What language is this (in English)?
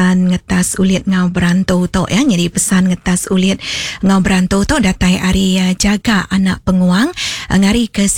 Iban